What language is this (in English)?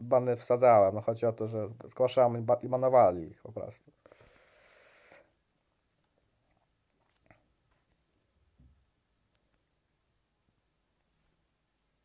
Polish